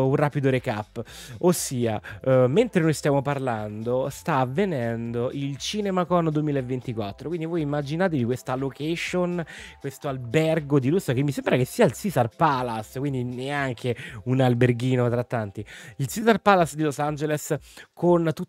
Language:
Italian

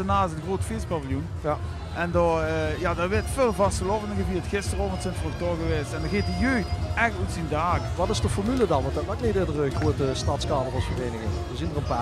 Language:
Limburgish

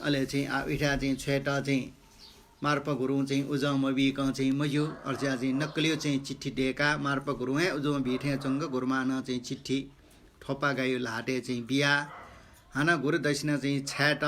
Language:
Newari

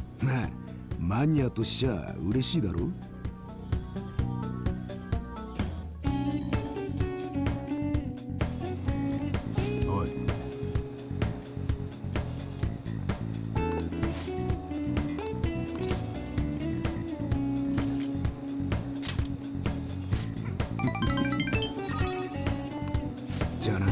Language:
Japanese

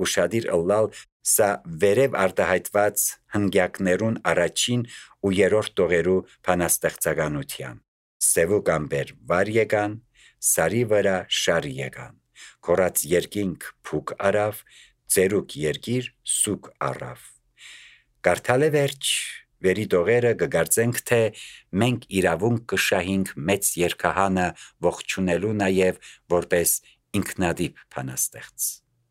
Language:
Armenian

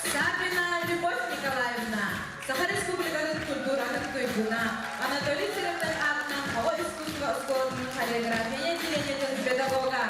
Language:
Yakut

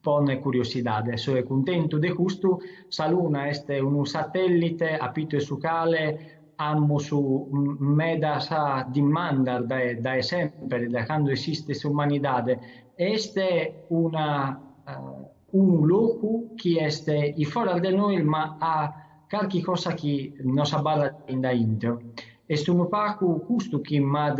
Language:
Sardinian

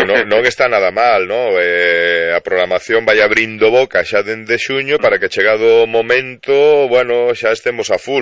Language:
Galician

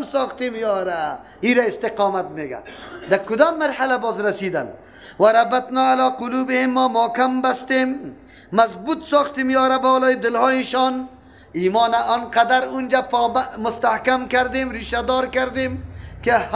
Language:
Persian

